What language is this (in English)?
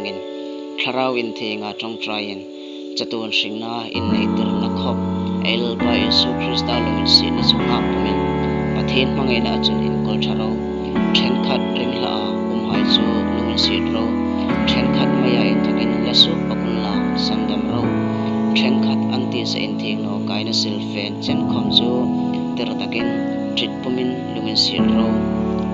Hmar